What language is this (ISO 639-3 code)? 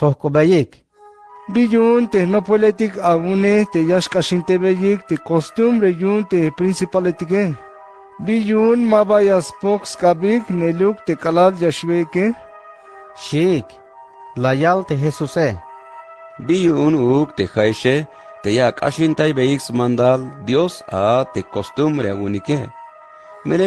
tzh